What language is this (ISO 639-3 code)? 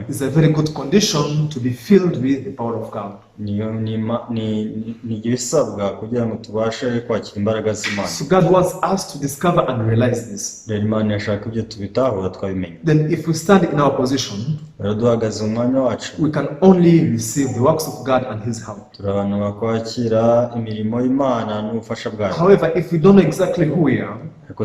kin